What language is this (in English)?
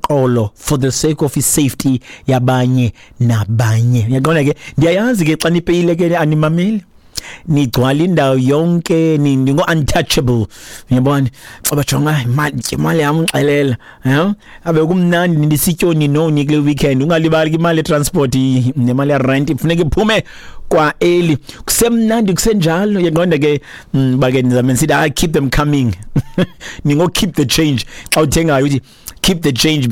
Xhosa